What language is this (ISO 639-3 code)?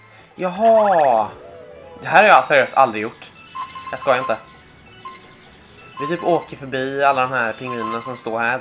swe